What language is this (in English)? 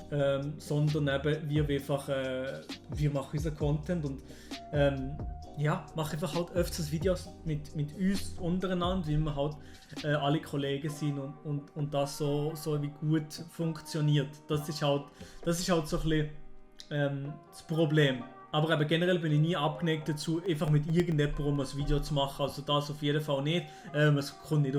Swiss German